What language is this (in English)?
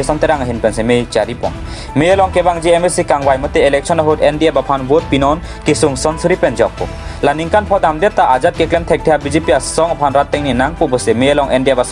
Karbi